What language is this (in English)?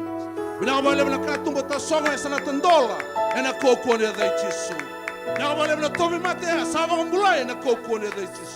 Fijian